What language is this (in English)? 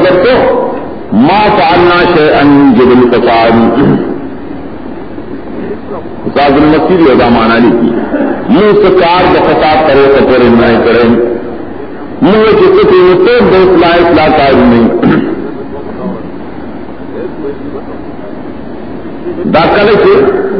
Urdu